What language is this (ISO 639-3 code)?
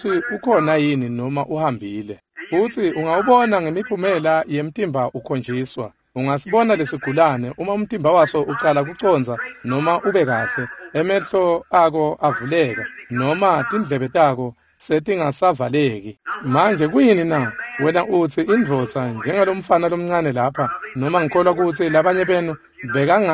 ssw